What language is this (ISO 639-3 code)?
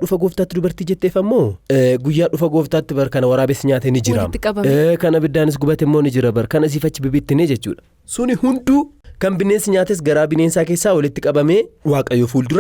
orm